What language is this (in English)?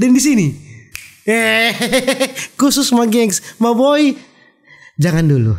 Manado Malay